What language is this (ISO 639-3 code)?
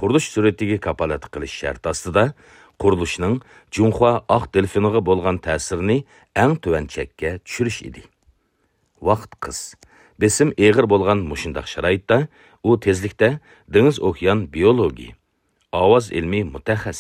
uig